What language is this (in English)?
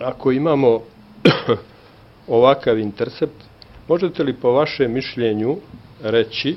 Serbian